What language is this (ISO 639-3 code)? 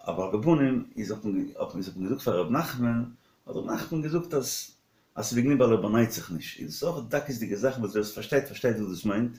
yid